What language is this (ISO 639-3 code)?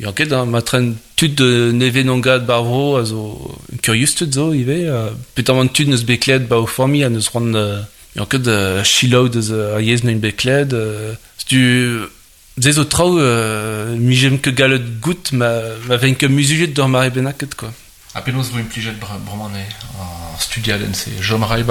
bre